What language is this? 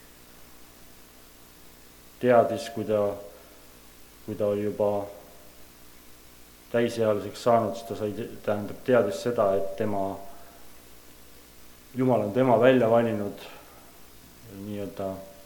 Estonian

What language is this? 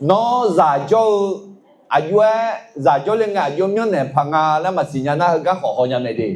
Akha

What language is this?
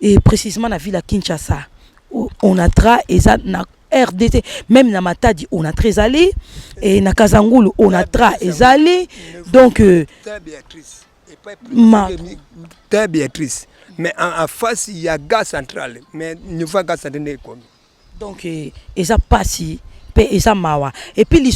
Lingala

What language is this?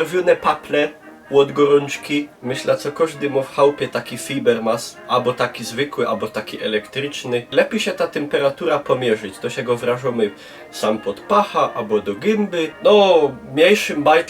Silesian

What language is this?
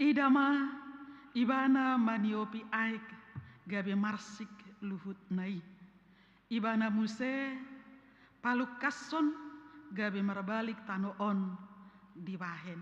Batak Toba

